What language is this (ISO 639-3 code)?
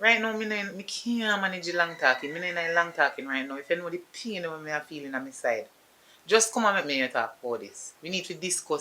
jam